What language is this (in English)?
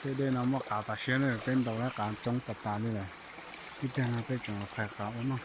Hmong